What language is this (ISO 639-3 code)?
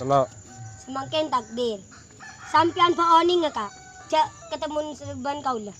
mad